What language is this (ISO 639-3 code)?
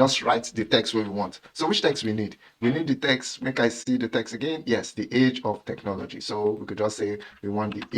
pcm